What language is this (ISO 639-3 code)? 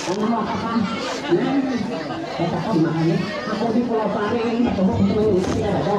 bjn